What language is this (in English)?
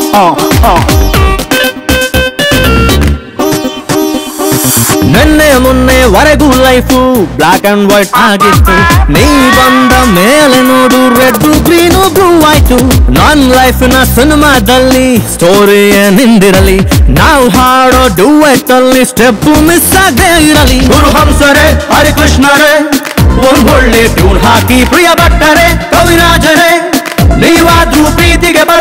Kannada